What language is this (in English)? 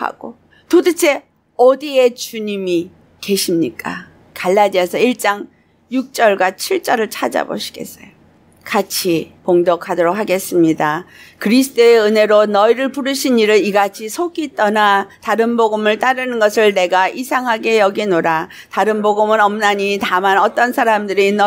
Korean